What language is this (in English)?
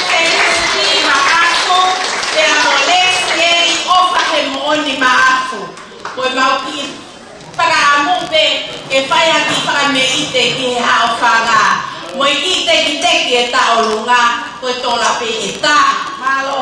Tongan